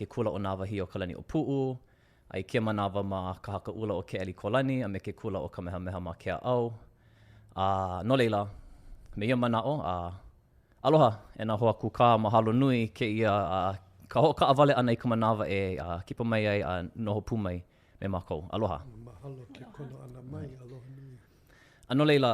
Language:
Hawaiian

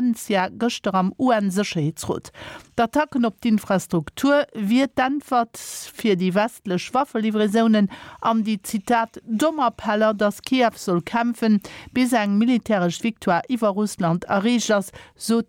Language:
Luxembourgish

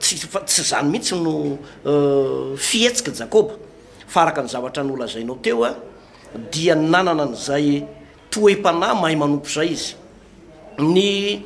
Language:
Malagasy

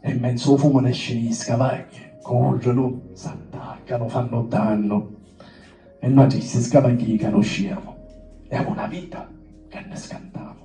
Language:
Sicilian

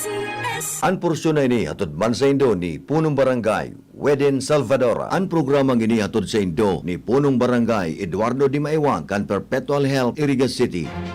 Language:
Bikol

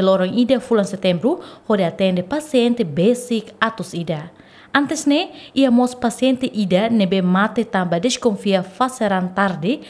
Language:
Tetum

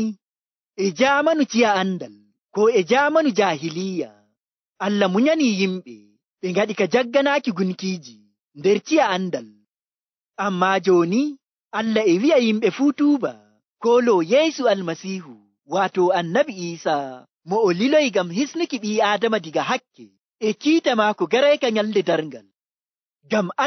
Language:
Nigerian Fulfulde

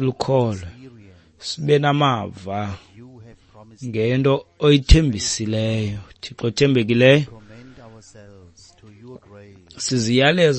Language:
Xhosa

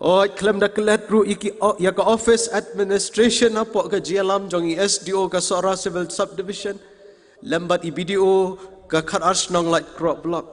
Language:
Khasi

